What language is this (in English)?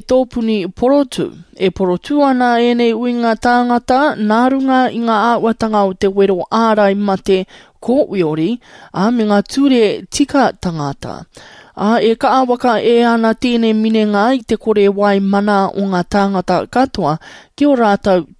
Māori